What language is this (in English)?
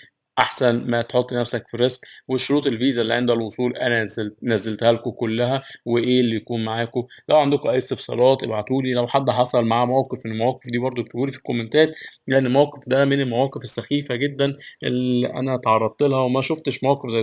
Egyptian Arabic